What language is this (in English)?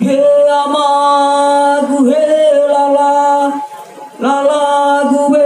Nias